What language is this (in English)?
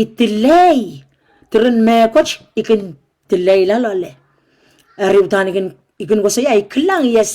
Pohnpeian